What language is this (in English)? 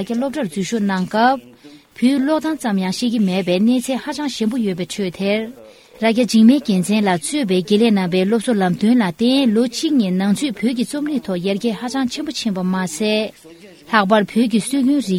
Tibetan